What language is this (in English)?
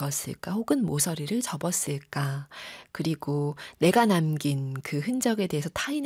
Korean